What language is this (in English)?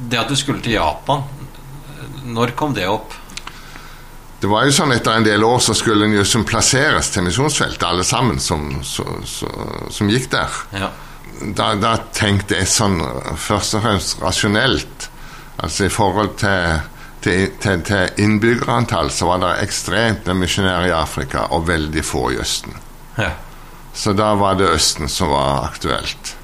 Norwegian